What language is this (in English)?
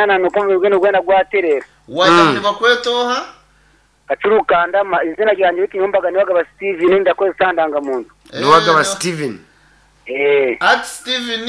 Nyankole